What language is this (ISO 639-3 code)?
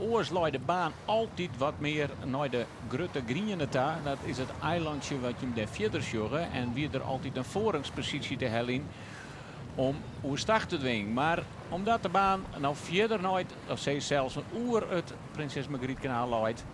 fry